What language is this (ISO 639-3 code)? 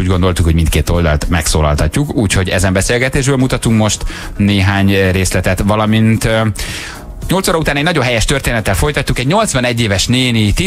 hun